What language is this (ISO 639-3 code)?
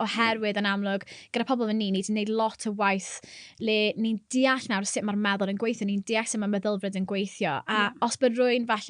cym